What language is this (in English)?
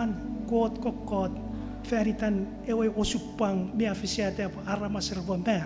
Chuukese